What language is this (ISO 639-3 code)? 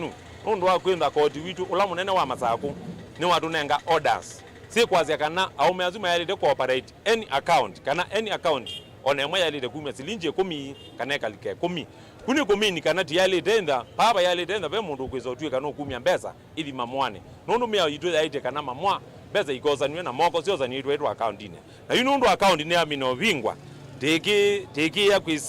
kam